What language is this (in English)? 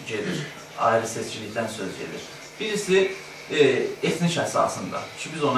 South Azerbaijani